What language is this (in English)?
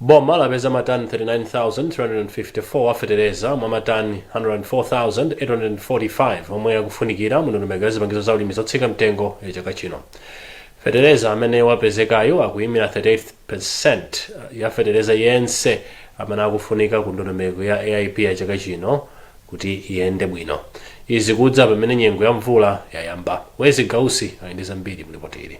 Nyanja